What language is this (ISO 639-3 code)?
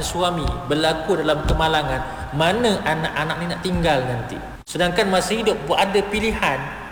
msa